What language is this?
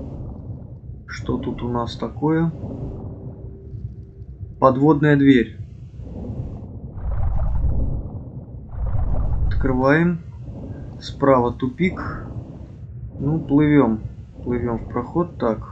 Russian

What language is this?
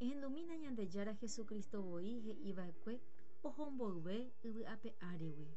Guarani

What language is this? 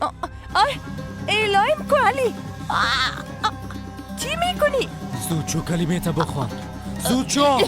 Persian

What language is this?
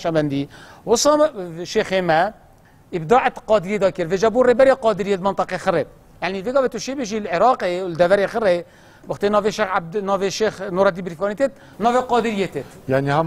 Kurdish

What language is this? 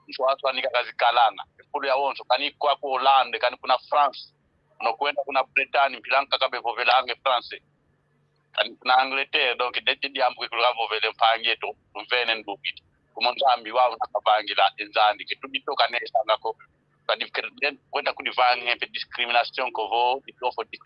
San Salvador Kongo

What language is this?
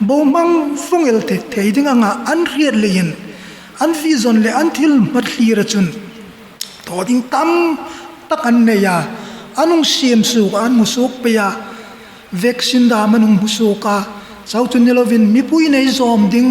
Hmar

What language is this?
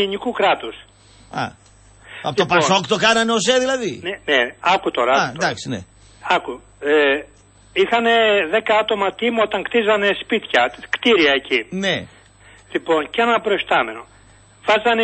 Greek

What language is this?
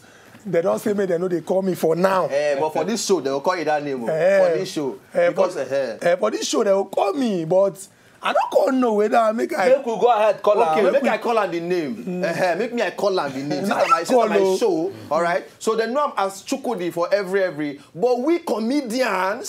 Nigerian Pidgin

